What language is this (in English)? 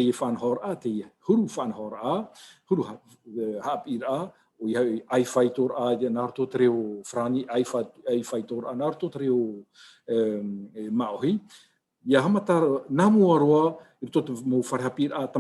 Tahitian